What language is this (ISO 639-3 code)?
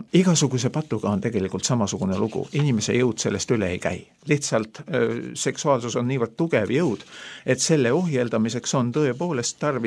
est